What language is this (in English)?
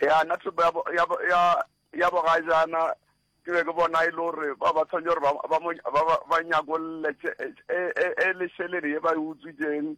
Northern Sotho